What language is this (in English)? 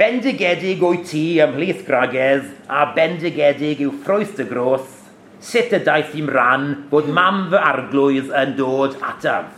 Welsh